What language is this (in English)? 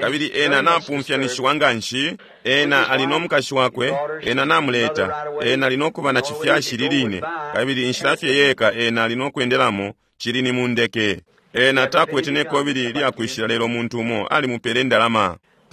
Bemba